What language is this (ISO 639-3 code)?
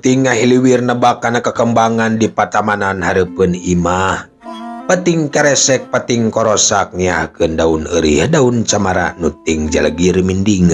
sun